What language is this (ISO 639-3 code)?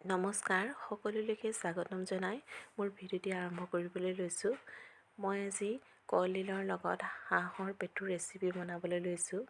asm